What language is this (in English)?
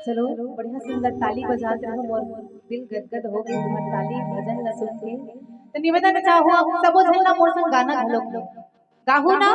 Chhattisgarhi